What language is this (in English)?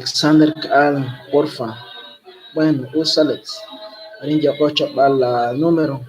Kekchí